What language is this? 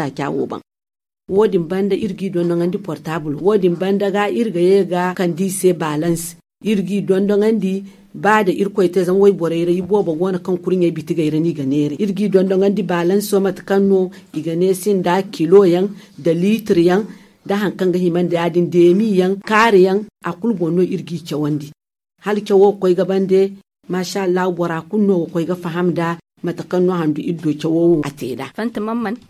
Zarma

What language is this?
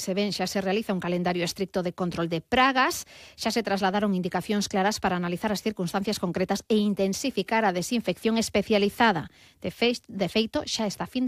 Galician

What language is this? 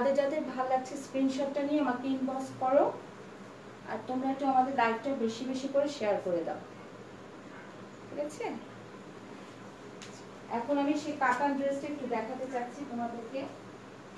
Bangla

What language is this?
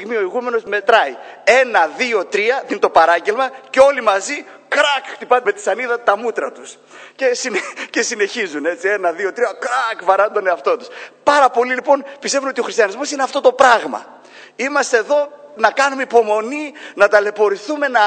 Greek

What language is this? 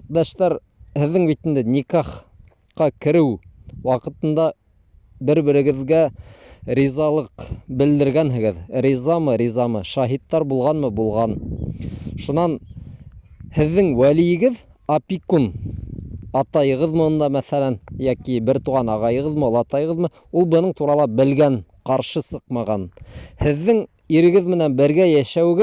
Bashkir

